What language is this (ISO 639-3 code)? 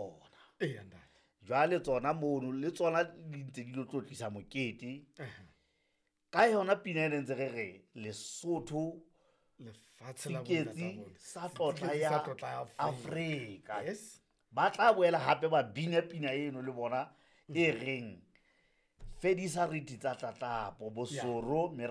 sot